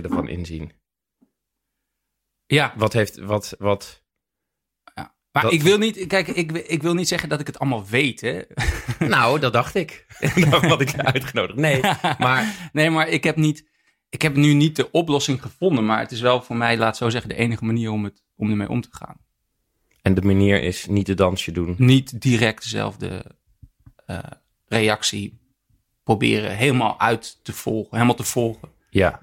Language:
Dutch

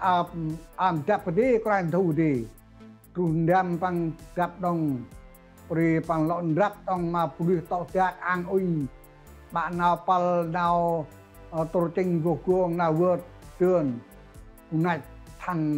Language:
Central Mnong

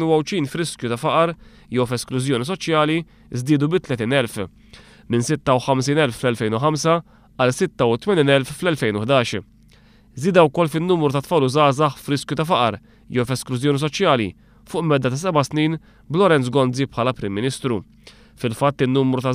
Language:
Maltese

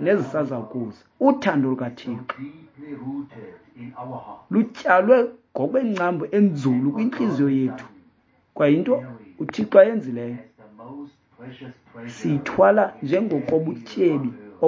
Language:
Xhosa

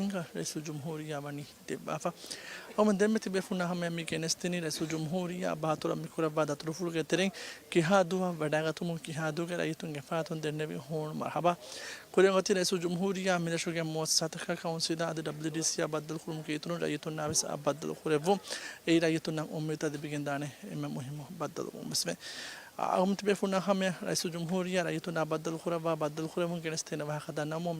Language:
Divehi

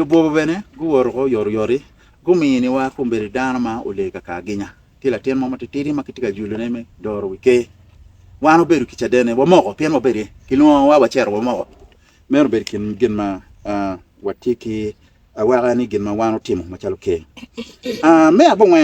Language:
Acoli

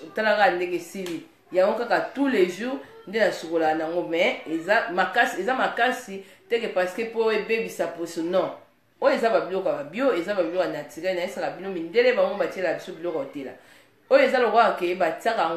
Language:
Lingala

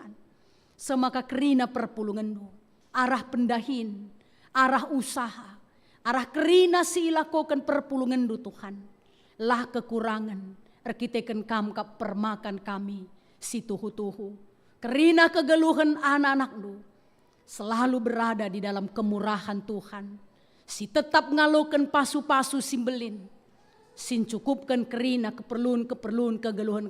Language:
Batak Karo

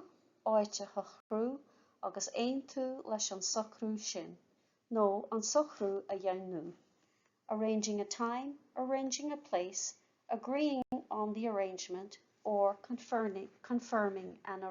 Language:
Irish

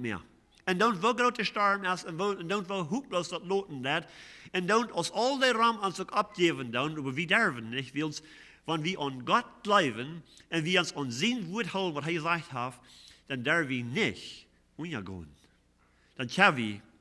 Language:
Plautdietsch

